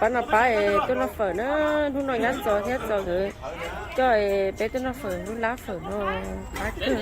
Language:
Hmong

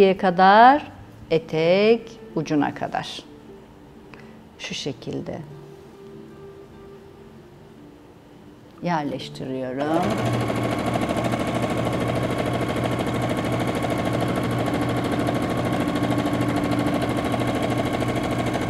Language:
Turkish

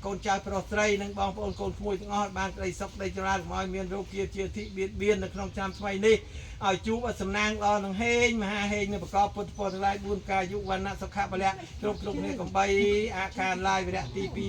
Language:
Khmer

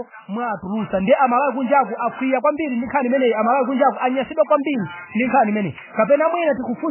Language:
Nyanja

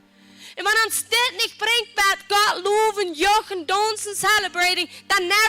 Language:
Plautdietsch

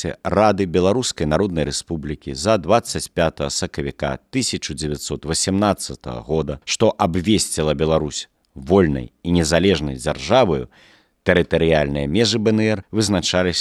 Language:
Belarusian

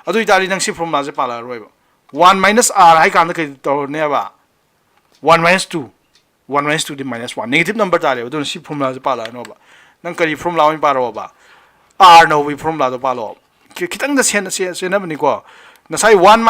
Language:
Manipuri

